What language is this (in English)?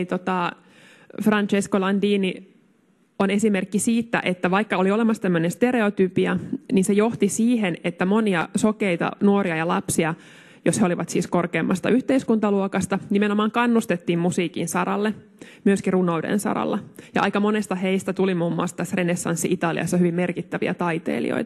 Finnish